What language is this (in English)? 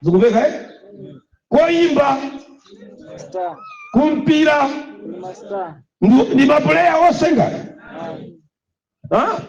Nyanja